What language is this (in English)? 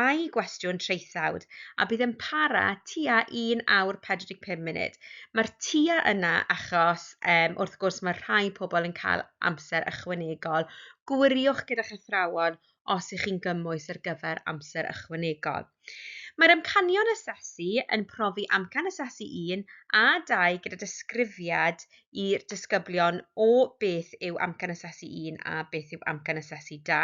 Welsh